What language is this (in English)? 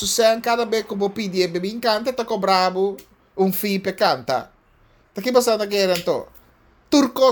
Papiamento